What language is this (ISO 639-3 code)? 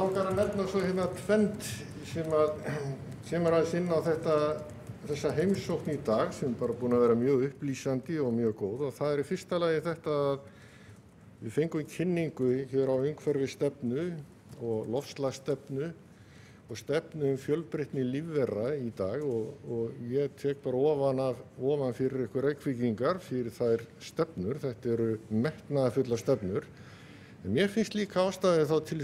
isl